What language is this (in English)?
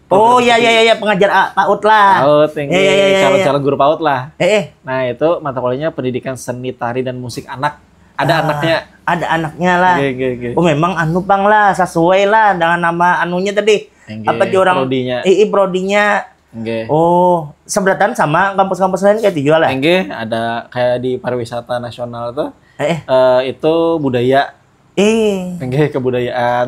Banjar